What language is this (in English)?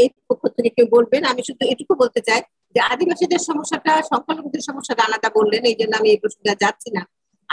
Bangla